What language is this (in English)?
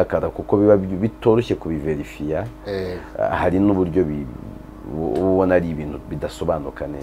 Kinyarwanda